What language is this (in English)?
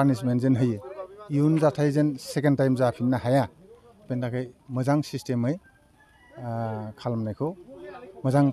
Bodo